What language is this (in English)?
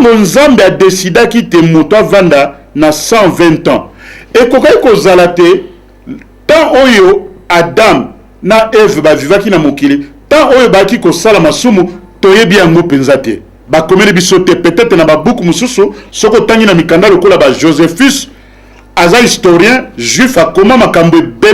Lingala